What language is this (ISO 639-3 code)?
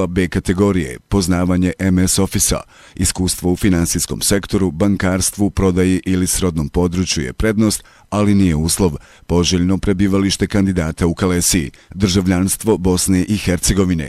bos